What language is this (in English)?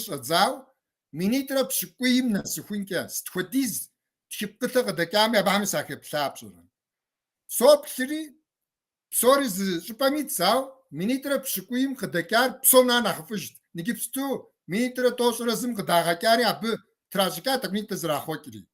Kabardian